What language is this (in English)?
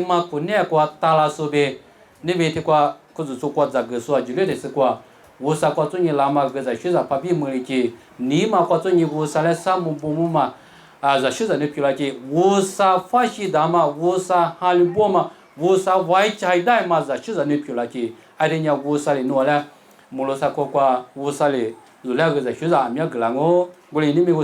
Lisu